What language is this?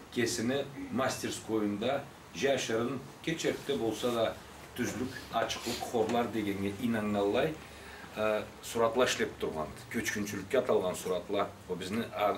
Karachay-Balkar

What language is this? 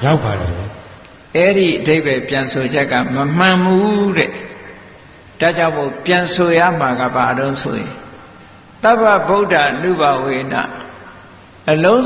Burmese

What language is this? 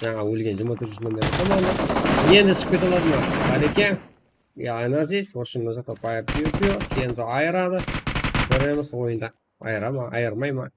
Kara-Kalpak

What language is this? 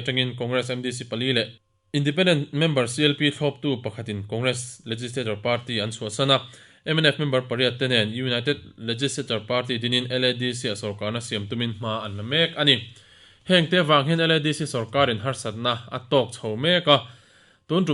Mizo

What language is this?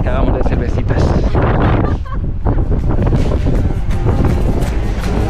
Spanish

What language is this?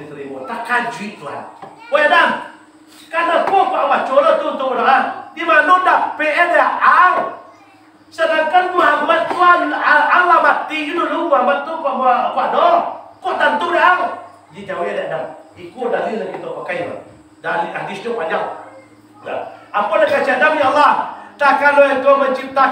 Minangkabau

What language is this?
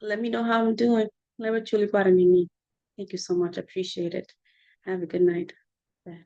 Acoli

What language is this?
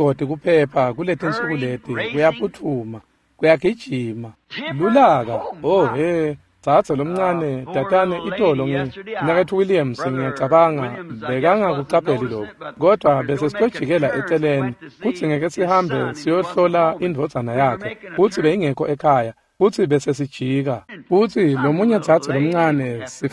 Swati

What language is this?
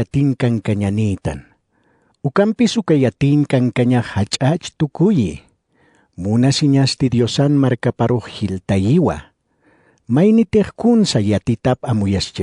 Aymara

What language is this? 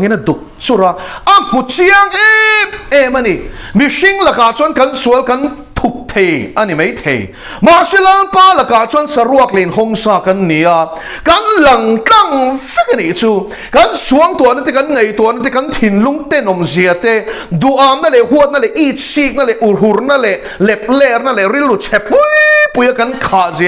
Mizo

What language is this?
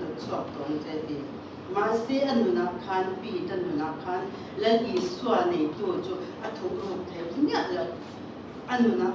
Mizo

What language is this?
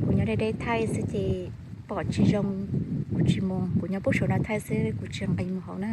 Hmong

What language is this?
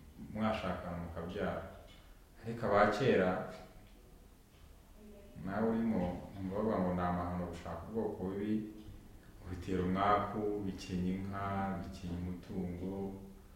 Kinyarwanda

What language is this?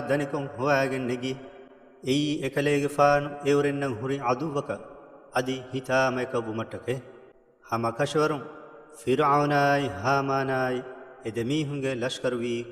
Divehi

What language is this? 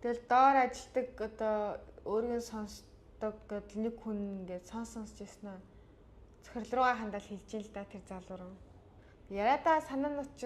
Mongolian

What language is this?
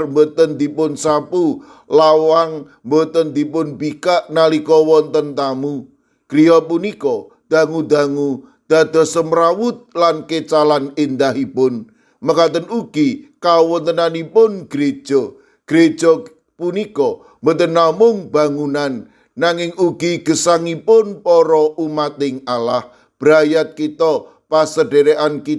Javanese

